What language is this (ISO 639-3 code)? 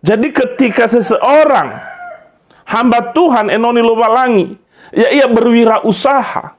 nia